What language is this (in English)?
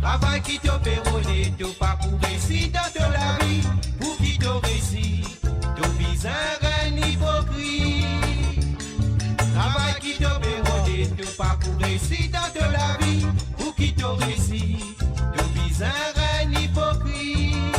Morisyen